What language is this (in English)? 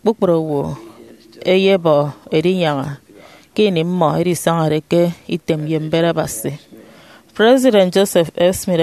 Efik